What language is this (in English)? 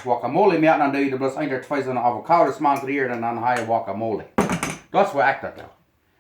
Plautdietsch